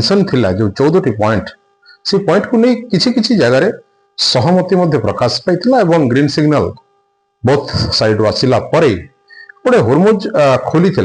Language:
Odia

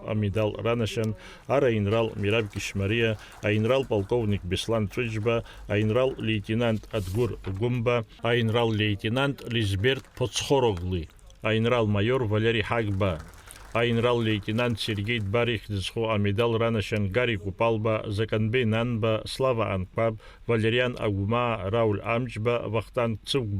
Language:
Abkhazian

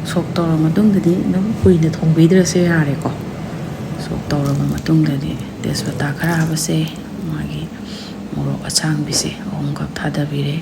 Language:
Manipuri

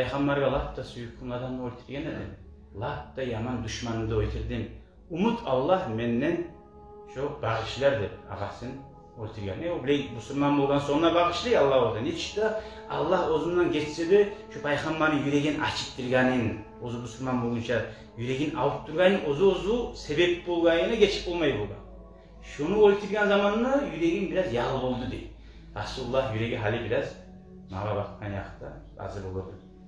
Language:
Kumyk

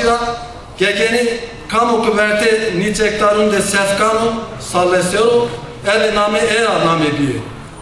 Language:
Zaza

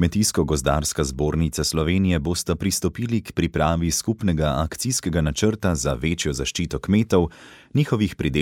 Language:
Slovenian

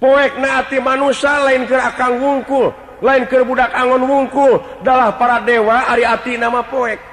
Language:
Sundanese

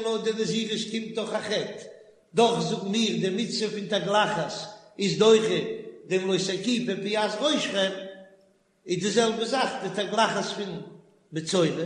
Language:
Yiddish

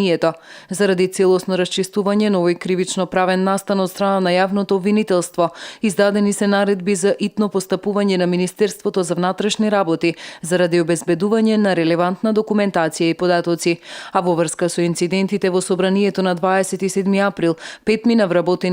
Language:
Macedonian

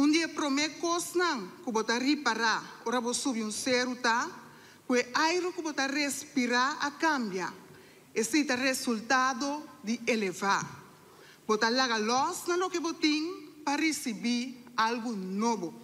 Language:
Papiamento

